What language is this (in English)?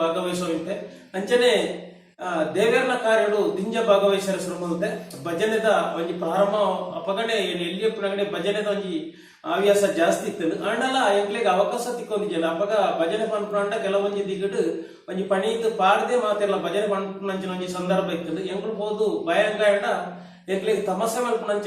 Tulu